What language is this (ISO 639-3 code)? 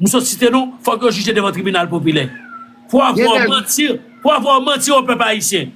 hat